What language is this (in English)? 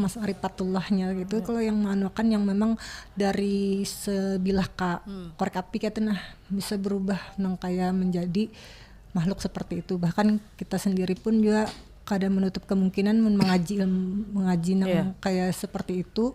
Banjar